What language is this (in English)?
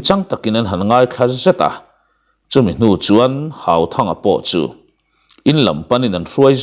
Mizo